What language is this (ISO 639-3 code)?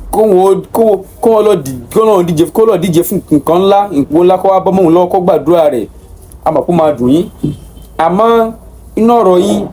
yor